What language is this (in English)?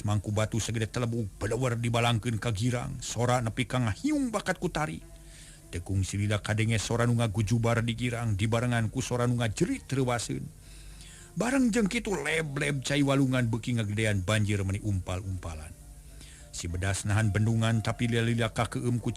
Sundanese